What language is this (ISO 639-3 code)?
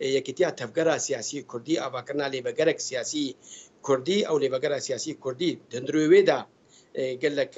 kur